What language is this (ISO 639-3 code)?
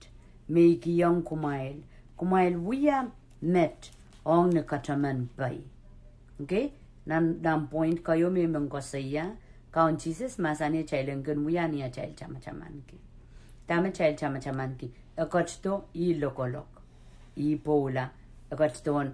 pon